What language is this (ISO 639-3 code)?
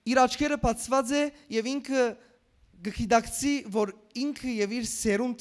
hyw